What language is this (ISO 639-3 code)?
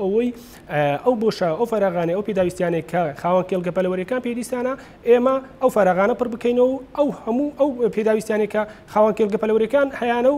ckb